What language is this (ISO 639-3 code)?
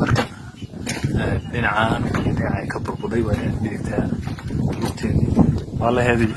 som